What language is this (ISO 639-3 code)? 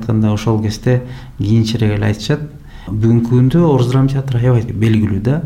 kir